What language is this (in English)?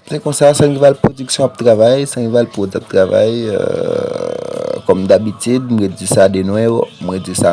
Haitian Creole